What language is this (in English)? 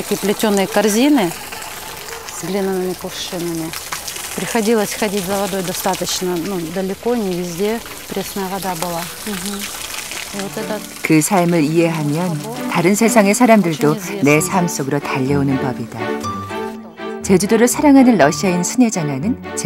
Korean